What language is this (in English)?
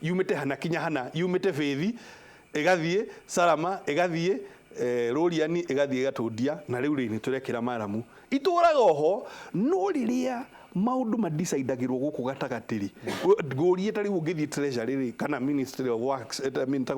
Kikuyu